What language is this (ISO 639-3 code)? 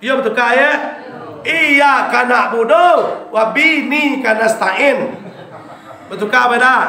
min